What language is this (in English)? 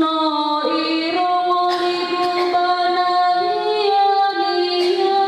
Nias